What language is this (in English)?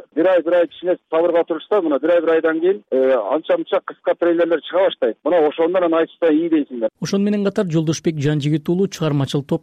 Kyrgyz